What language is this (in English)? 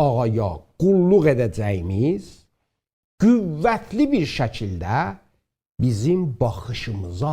South Azerbaijani